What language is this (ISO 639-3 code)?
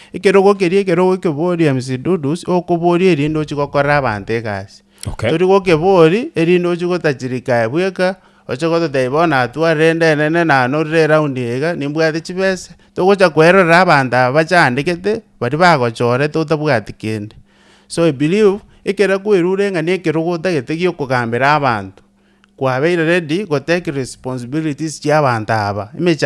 guz